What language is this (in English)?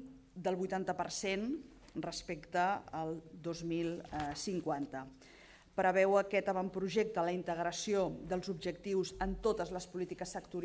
Catalan